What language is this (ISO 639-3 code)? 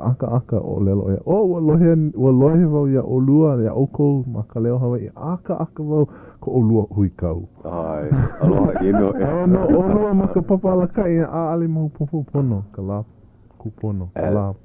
haw